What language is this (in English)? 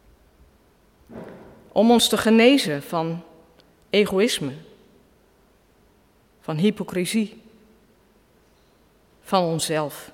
Dutch